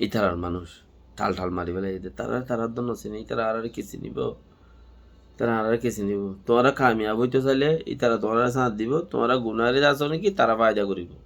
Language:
Rohingya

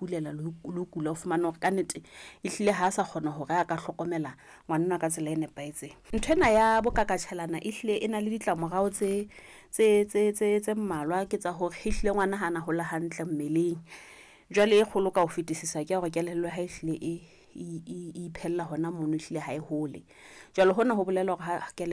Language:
Southern Sotho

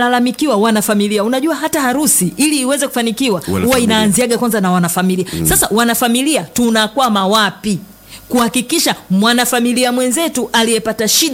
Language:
Swahili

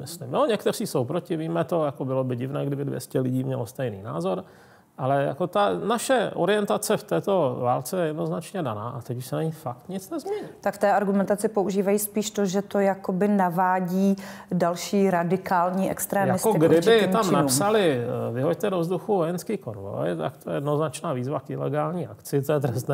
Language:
Czech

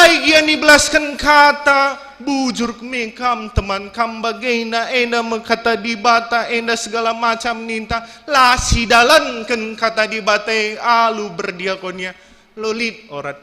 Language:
Batak Karo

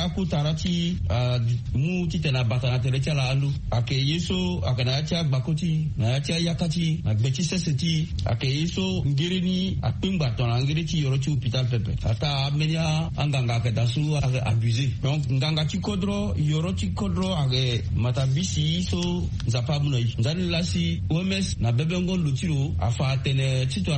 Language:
Sango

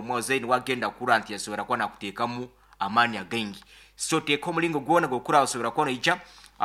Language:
Nyoro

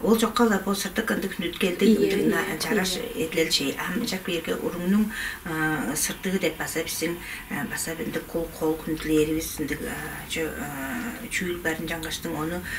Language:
Tuvinian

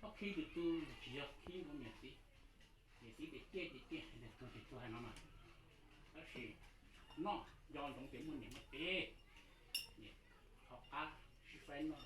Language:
Hmong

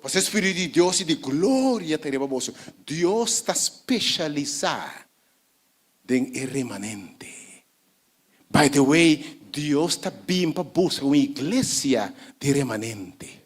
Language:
Papiamento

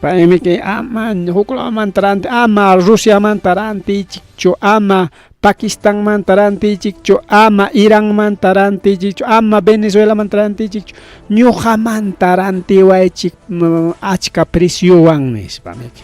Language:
Ayacucho Quechua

